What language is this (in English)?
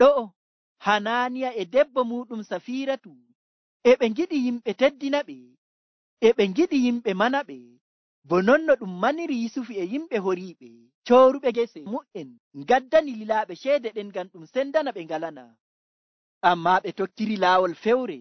Nigerian Fulfulde